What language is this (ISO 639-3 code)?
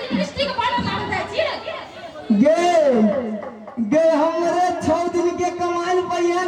mai